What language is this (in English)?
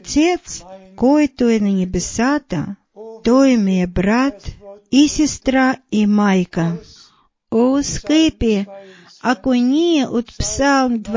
Bulgarian